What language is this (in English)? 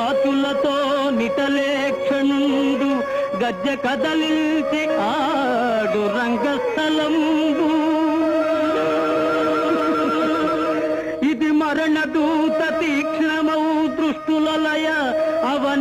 Telugu